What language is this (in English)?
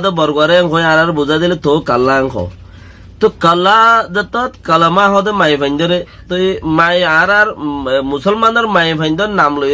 Rohingya